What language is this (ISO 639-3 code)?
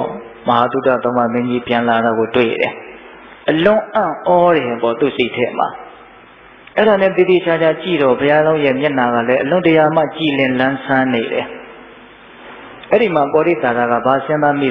mya